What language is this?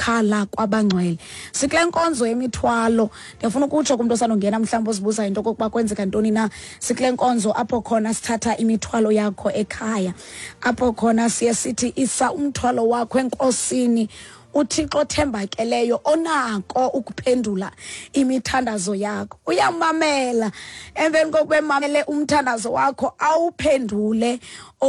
Xhosa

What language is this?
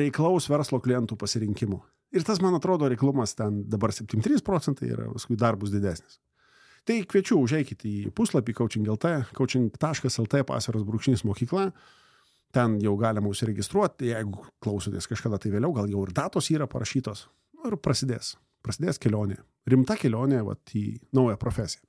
Lithuanian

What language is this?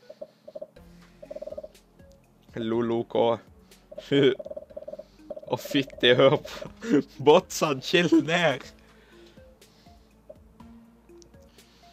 Norwegian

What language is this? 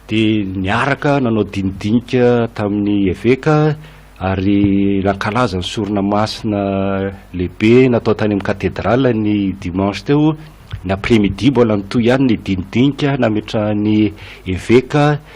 Malagasy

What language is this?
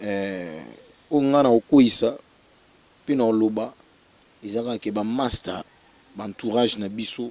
Lingala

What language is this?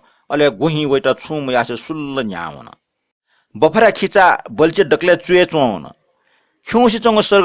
Newari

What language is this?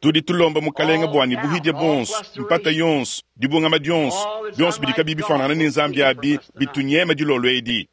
Luba-Lulua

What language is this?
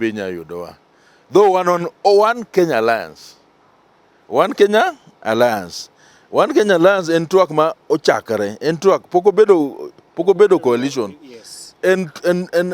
Luo (Kenya and Tanzania)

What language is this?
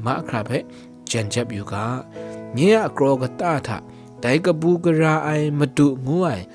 Kachin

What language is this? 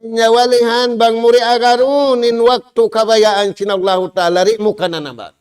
Tausug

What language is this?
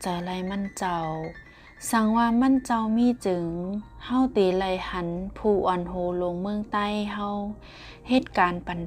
Shan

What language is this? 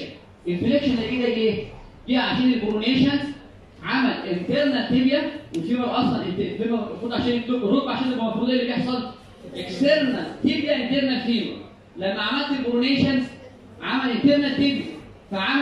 Egyptian Arabic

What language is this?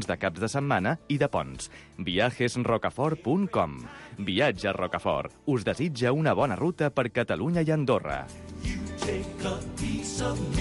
Catalan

